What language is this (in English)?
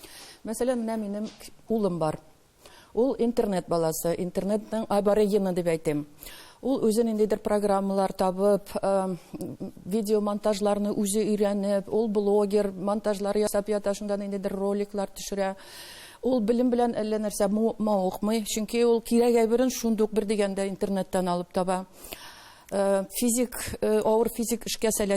Tatar